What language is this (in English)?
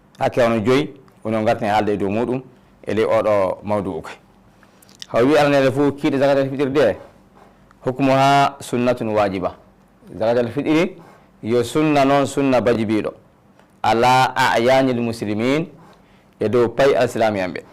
Fula